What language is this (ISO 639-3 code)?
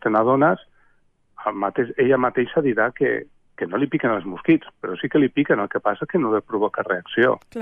cat